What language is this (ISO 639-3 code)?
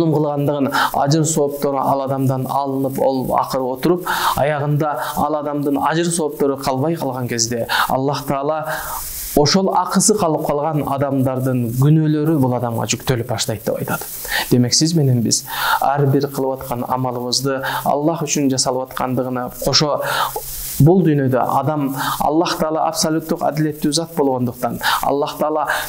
kir